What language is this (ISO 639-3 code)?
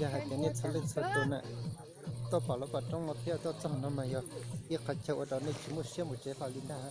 hmn